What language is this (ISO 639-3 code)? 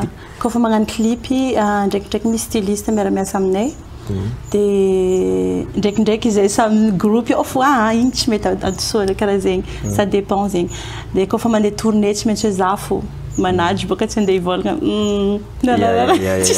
mlg